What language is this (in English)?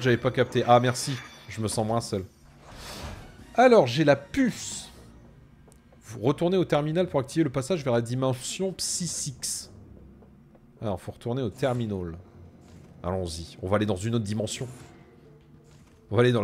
French